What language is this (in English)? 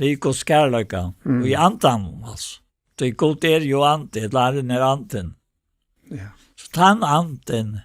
Faroese